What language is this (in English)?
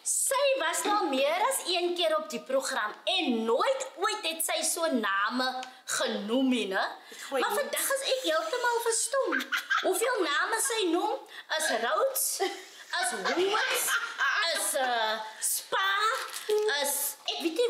Afrikaans